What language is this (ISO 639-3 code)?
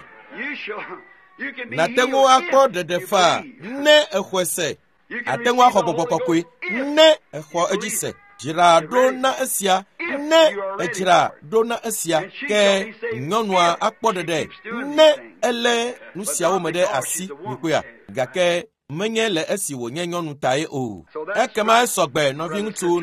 ewe